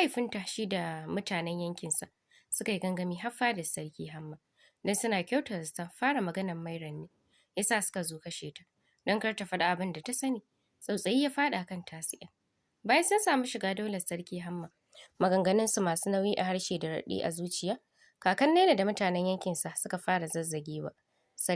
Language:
Hausa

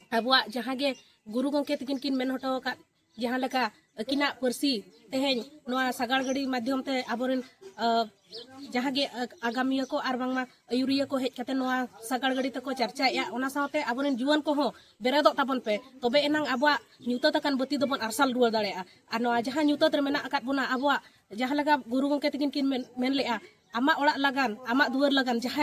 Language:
Santali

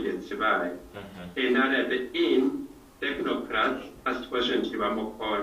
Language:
Gusii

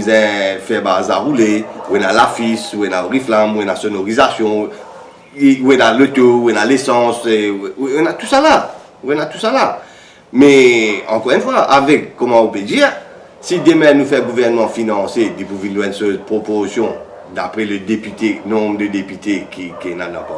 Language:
Morisyen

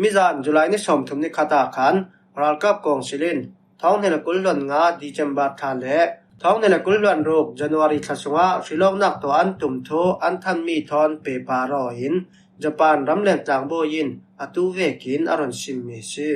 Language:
Falam Chin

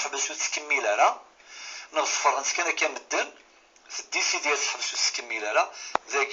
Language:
Kabyle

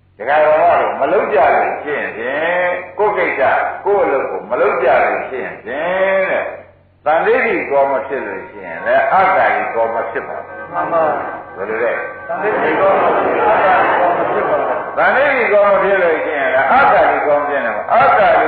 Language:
Burmese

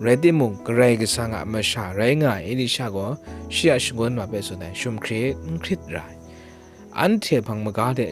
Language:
Kachin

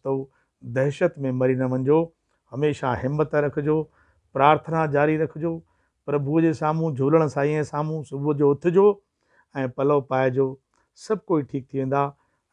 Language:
Sindhi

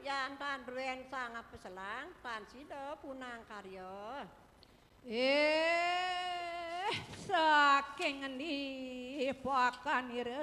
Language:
Balinese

